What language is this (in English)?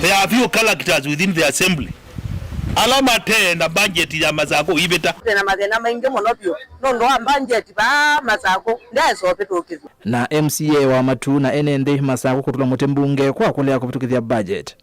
Kamba